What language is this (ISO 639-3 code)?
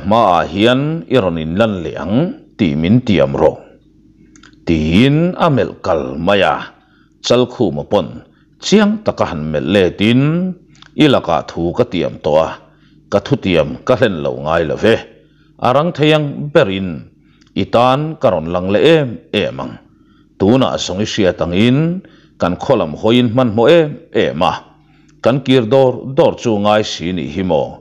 lus